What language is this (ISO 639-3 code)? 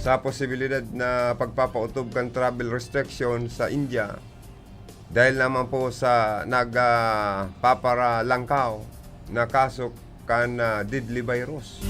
bik